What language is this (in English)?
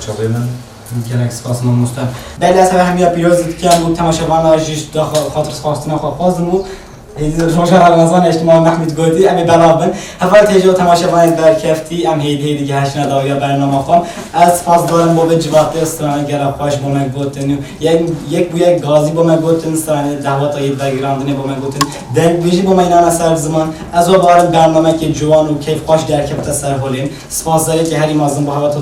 Kurdish